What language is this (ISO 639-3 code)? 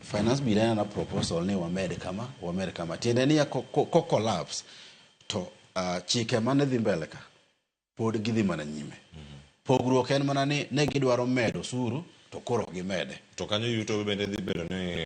luo